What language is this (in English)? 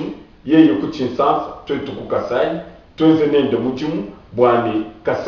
Luba-Lulua